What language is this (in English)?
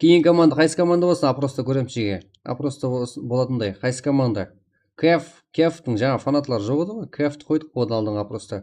Kara-Kalpak